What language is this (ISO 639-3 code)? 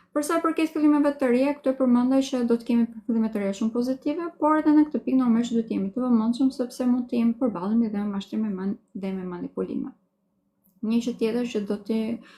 sqi